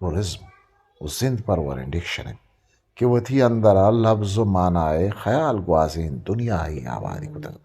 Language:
Eastern Balochi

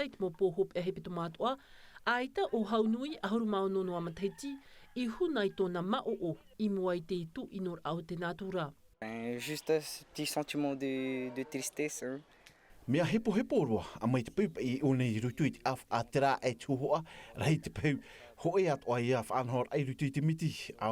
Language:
Tahitian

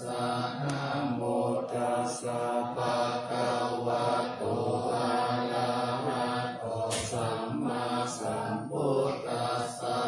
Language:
Pali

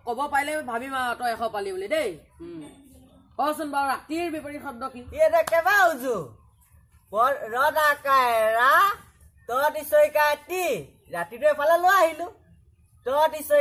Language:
Assamese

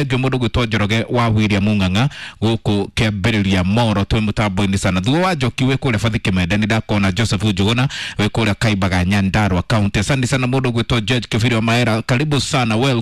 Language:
Kikuyu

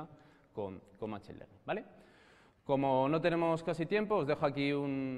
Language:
Spanish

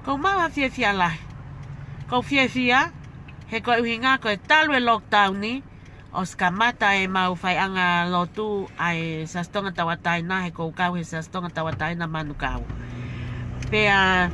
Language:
Tongan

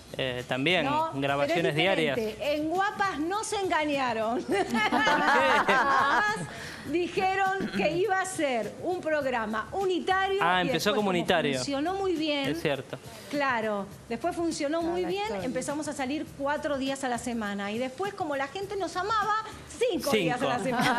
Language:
Spanish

